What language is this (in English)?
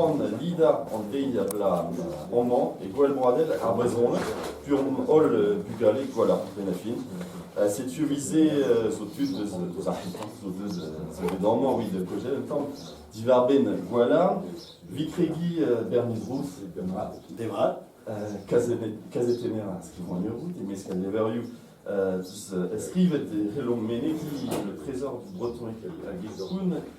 Breton